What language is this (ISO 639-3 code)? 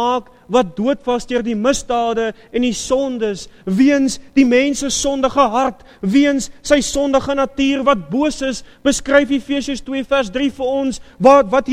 afr